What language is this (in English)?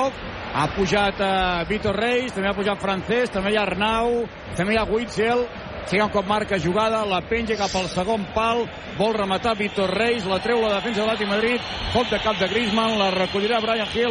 Catalan